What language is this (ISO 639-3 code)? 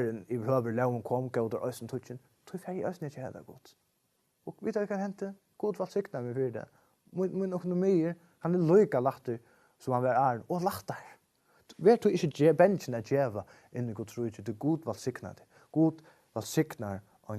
fao